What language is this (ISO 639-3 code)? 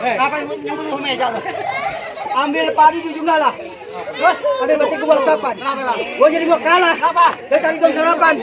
bew